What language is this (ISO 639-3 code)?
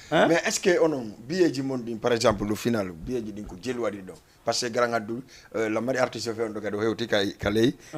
ful